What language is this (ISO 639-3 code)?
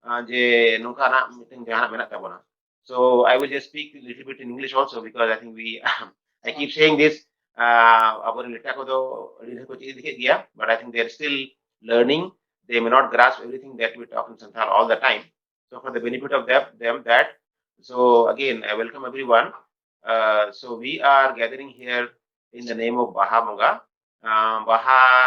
sat